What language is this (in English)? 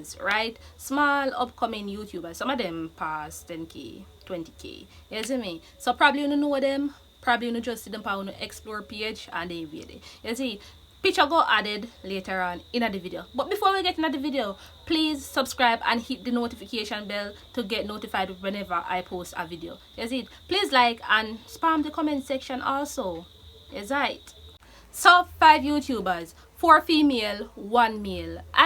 Jamaican Creole English